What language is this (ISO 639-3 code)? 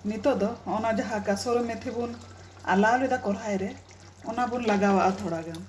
sat